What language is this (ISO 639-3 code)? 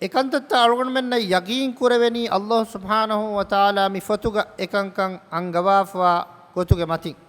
div